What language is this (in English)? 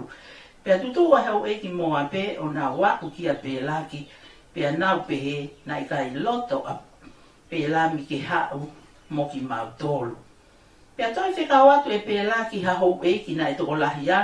Tongan